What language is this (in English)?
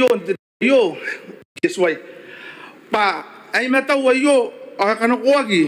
Gilbertese